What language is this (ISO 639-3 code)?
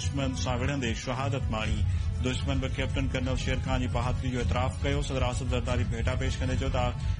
snd